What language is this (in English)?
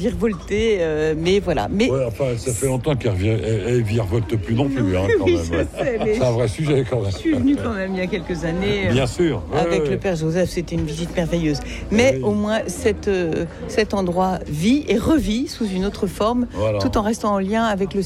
French